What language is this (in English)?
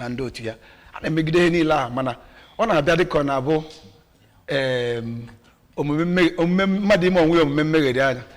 Igbo